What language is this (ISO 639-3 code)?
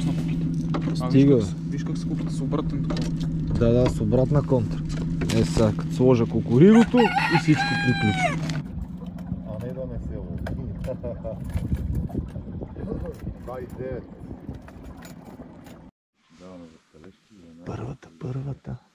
bul